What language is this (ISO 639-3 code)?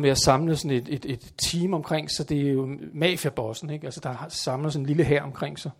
dan